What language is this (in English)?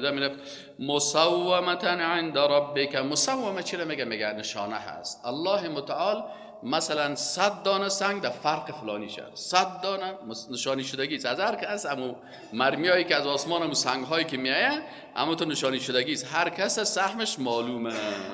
Persian